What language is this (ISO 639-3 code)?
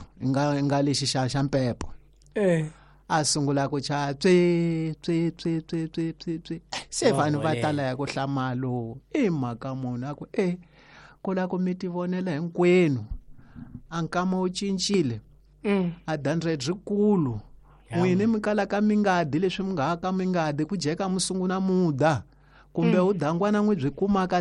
tso